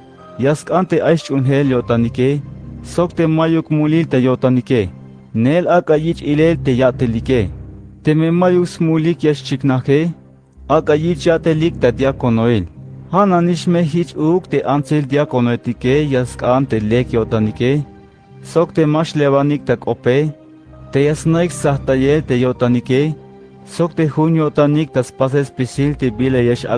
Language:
Tzeltal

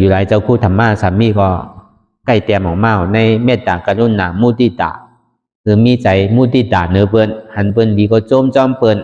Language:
Shan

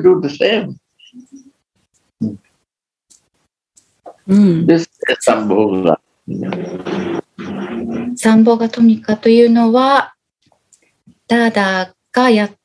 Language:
Japanese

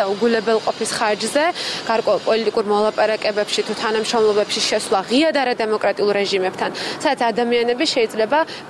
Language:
Georgian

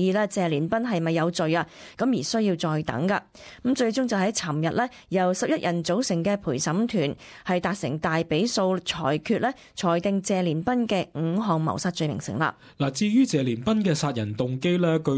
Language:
Cantonese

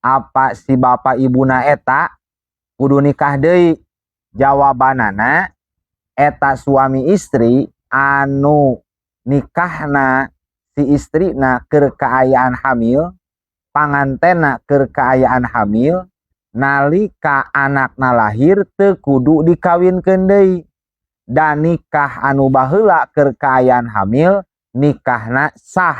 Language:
Sundanese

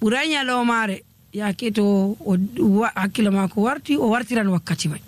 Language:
Nigerian Fulfulde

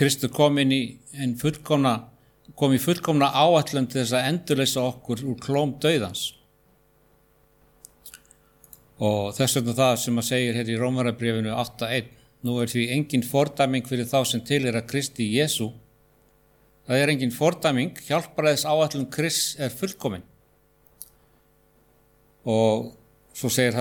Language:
Icelandic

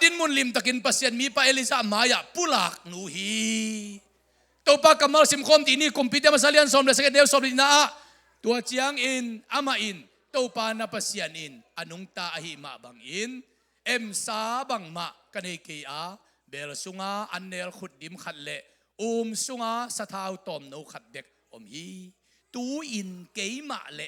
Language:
Tedim Chin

